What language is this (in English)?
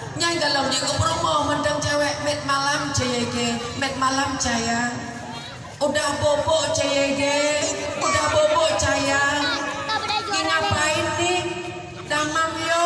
Achinese